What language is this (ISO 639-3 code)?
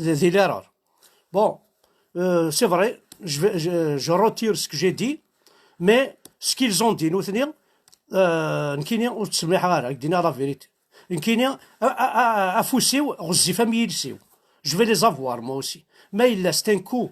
kab